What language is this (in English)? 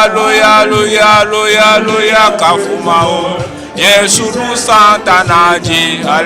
Ewe